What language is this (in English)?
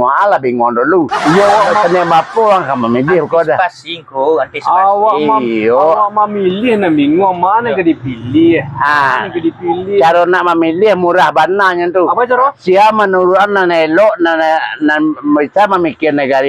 Minangkabau